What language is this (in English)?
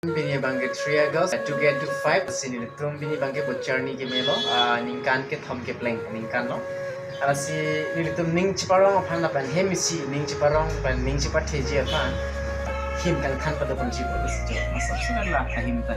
Karbi